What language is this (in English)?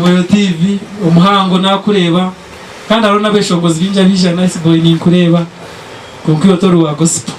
Nyankole